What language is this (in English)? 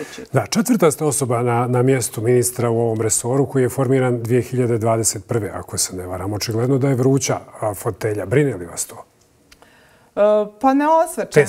Bosnian